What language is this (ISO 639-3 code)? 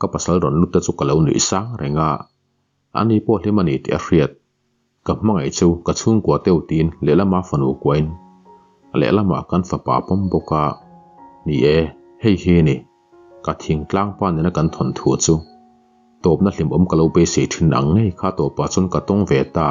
lus